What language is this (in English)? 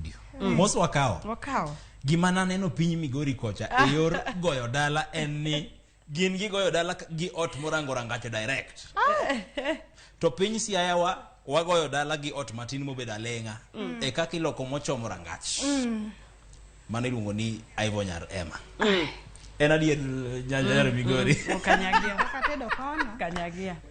Luo (Kenya and Tanzania)